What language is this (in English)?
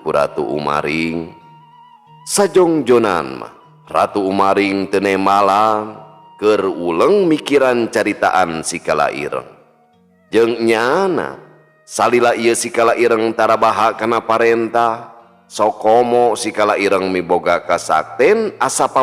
Sundanese